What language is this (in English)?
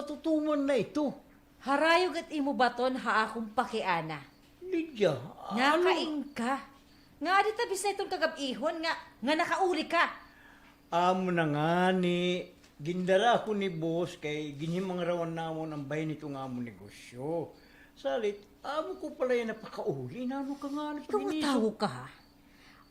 Waray